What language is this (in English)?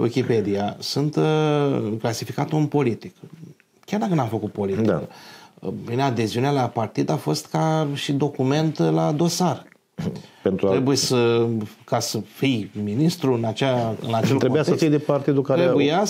Romanian